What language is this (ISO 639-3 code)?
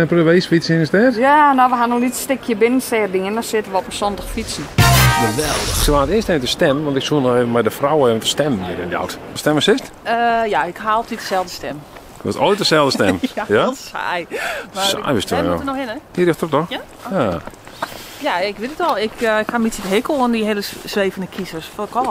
fry